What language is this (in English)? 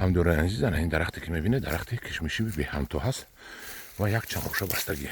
Tajik